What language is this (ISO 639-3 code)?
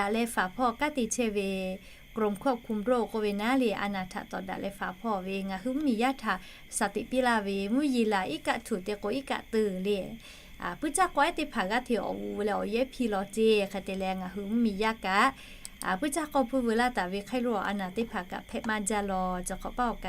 lhu